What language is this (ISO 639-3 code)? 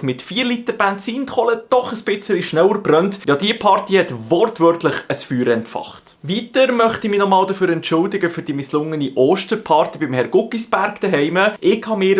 gsw